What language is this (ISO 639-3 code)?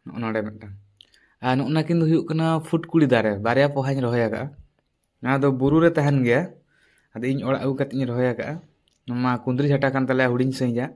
sat